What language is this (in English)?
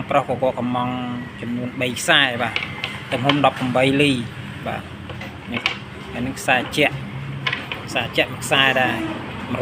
Khmer